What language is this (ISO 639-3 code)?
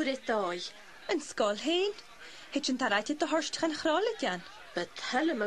gla